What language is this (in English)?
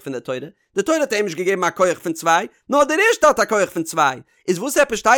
Yiddish